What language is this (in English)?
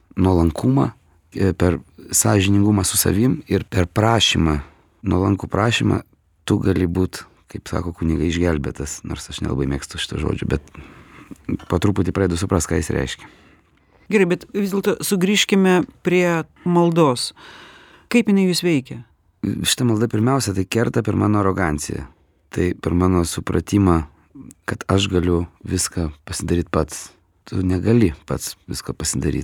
Lithuanian